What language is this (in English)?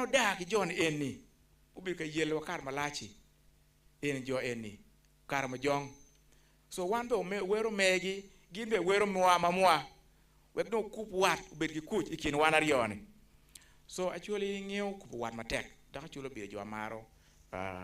Acoli